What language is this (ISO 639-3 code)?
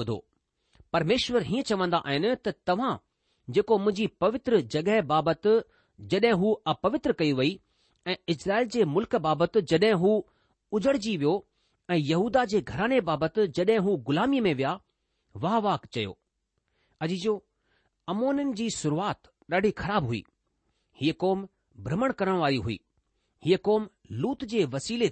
snd